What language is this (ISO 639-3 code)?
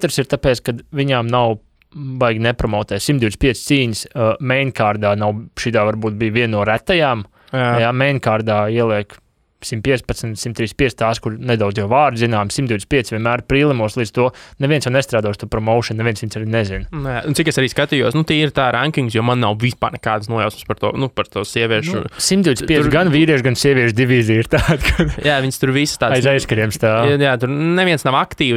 lav